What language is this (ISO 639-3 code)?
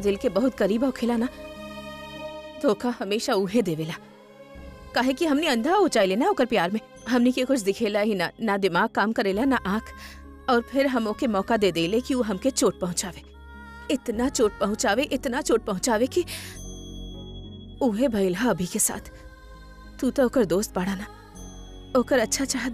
bho